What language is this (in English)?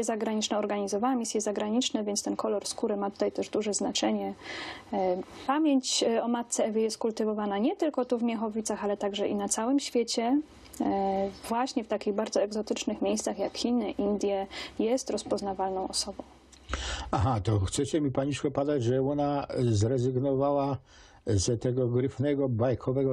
Silesian